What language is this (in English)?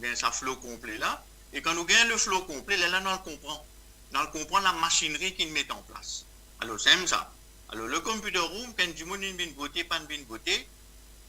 Morisyen